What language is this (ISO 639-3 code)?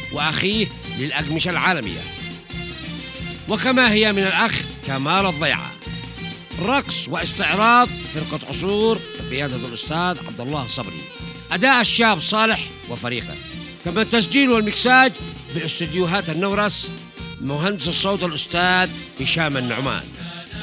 ara